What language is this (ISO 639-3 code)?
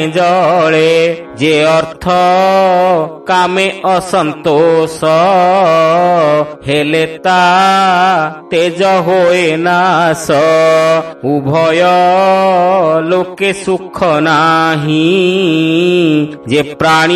ori